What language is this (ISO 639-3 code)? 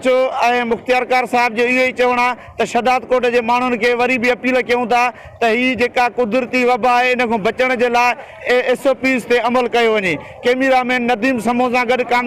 snd